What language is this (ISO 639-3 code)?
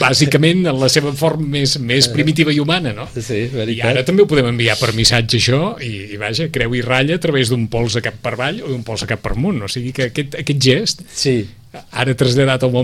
cat